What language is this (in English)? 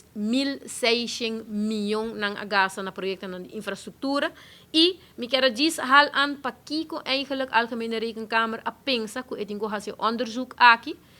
Papiamento